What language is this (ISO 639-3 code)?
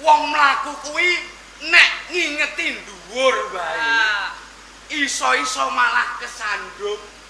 jav